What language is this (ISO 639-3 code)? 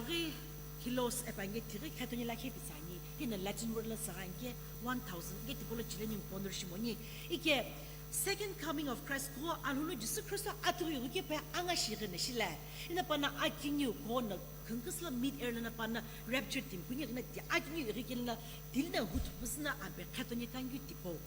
nsm